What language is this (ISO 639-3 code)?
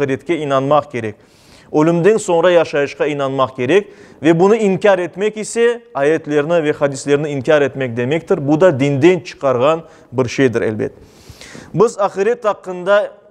crh